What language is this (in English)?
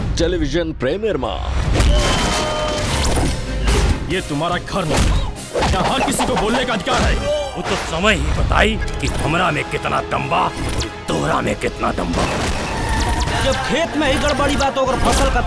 Bhojpuri